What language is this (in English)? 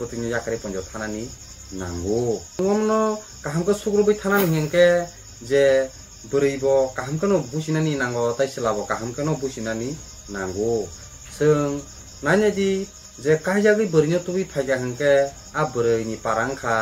Kok Borok